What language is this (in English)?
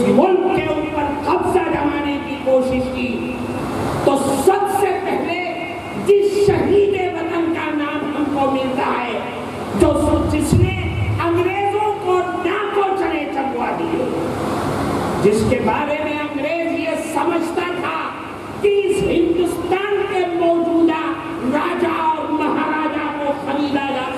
Urdu